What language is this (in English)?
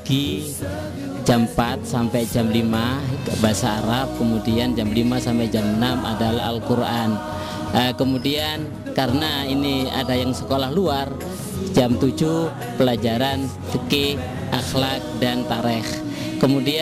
Indonesian